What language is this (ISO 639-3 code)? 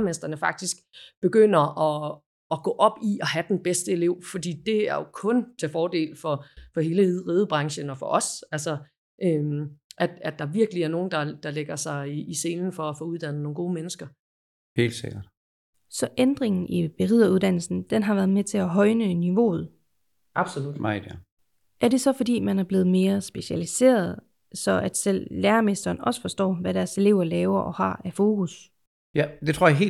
dan